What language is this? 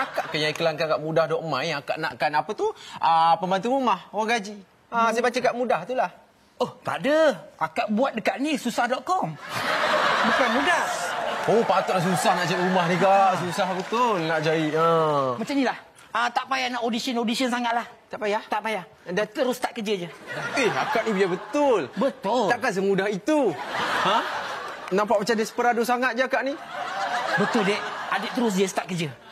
Malay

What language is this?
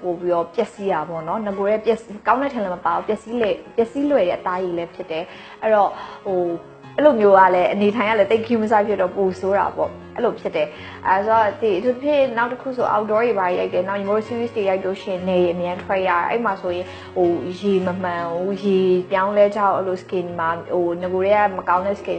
Burmese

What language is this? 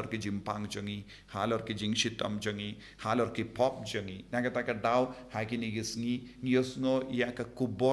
Khasi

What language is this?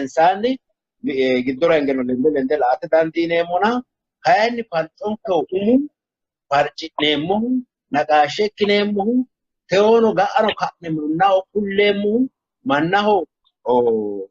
Sidamo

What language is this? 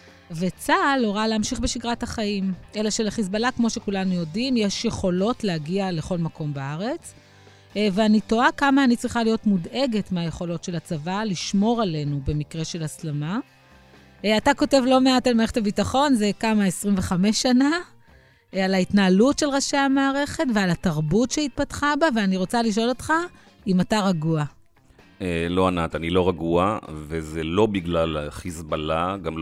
Hebrew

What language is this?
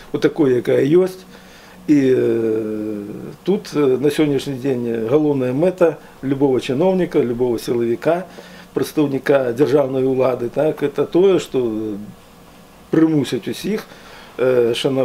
Belarusian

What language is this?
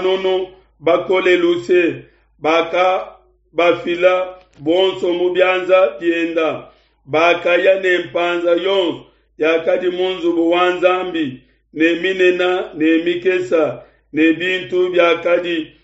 Luba-Lulua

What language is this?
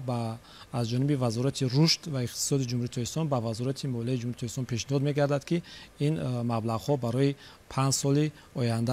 Tajik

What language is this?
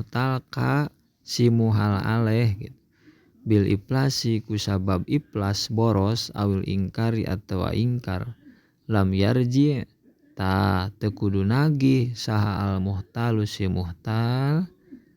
Sundanese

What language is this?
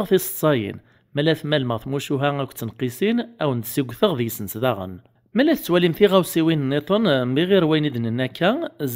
Kabyle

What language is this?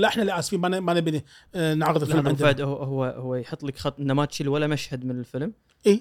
Gulf Arabic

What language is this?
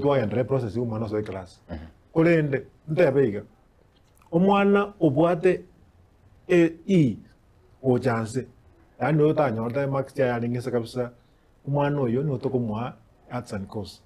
Gusii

